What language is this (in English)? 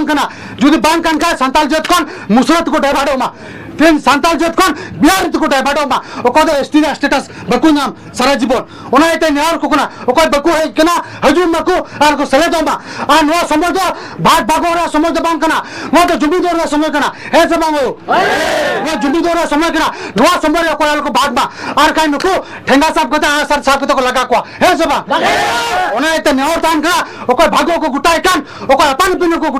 Santali